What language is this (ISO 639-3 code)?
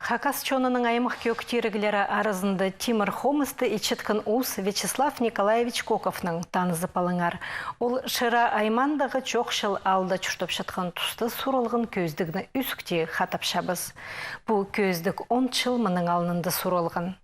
kjh